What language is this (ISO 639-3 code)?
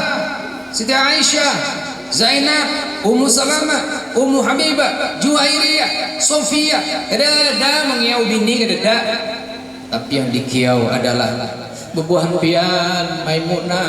bjn